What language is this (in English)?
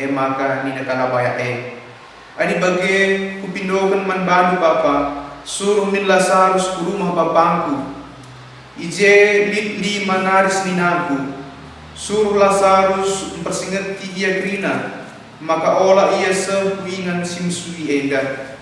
Batak Karo